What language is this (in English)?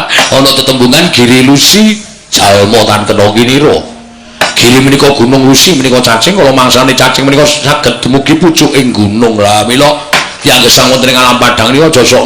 Javanese